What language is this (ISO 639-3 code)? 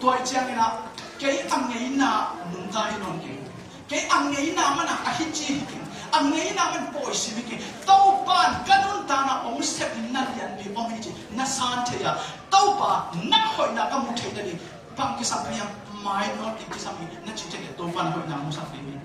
ctd